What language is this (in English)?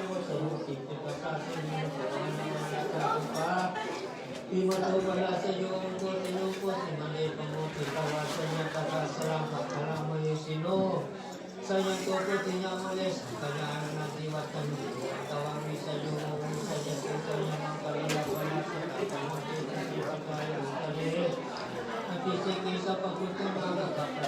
Pali